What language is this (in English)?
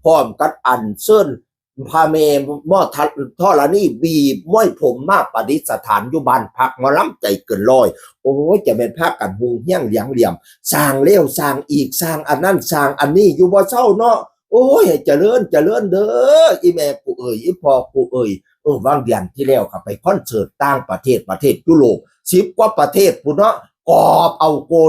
Northeastern Thai